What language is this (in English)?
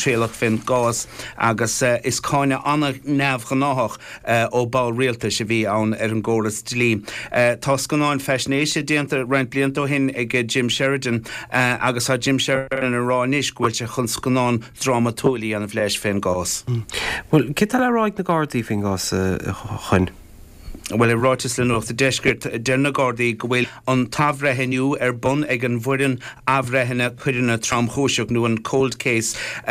Irish